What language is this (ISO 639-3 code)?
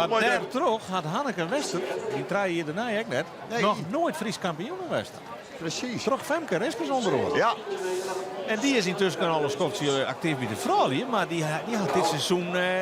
fry